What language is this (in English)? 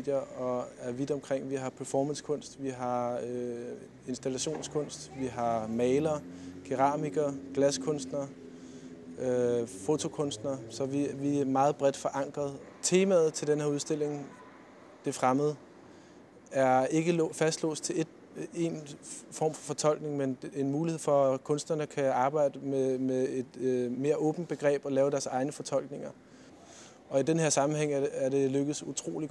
Danish